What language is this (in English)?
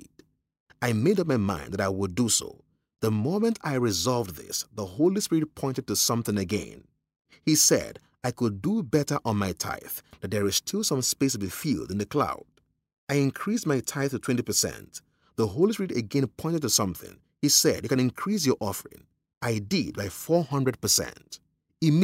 English